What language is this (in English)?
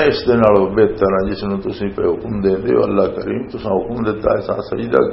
Western Panjabi